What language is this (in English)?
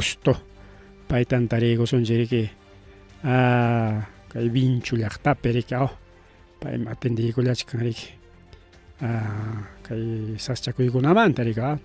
Ayacucho Quechua